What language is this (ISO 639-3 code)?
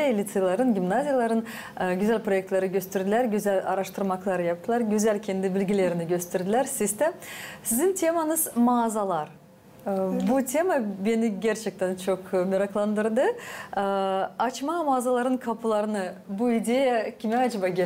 gag